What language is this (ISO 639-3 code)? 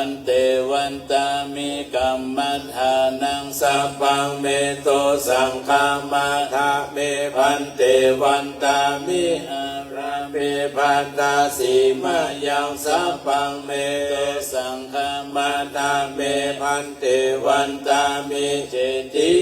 pli